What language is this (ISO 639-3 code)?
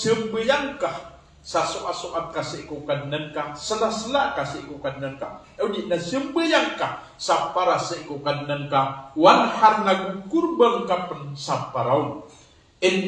mrw